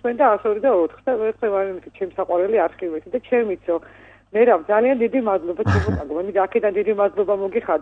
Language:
Georgian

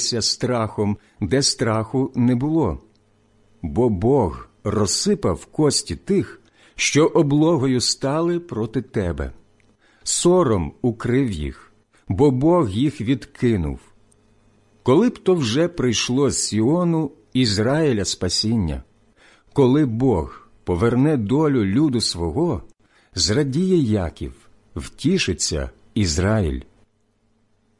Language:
Ukrainian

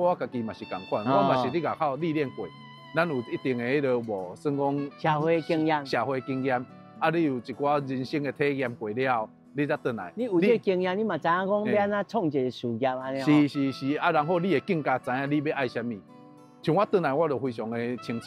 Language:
Min Nan Chinese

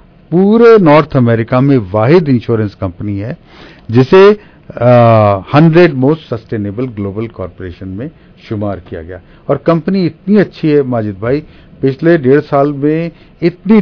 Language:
Urdu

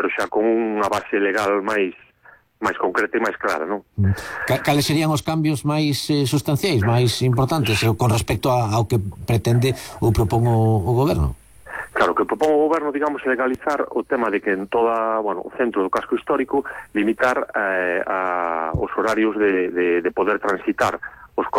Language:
Galician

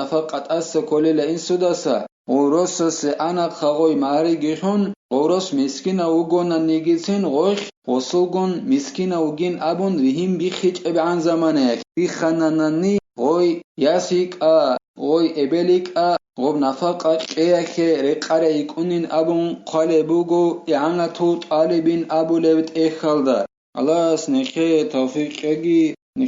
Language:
Avaric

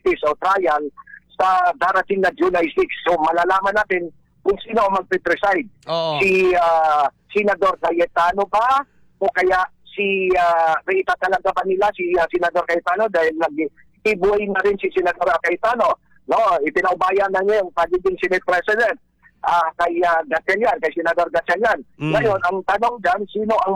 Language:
Filipino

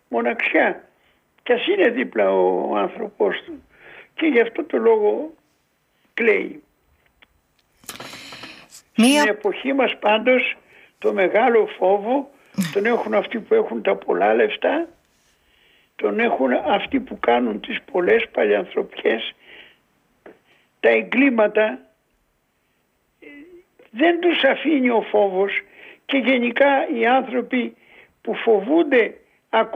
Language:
Greek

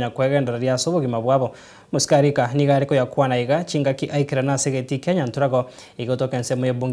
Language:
Gusii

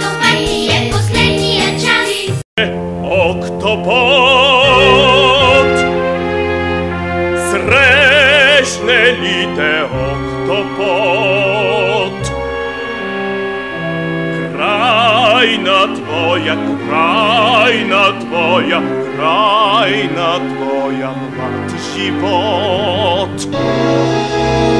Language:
Bulgarian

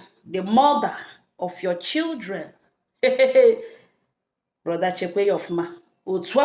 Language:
Igbo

